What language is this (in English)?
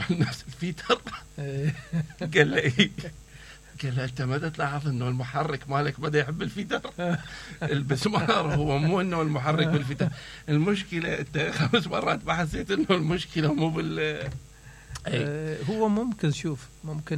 Mesopotamian Arabic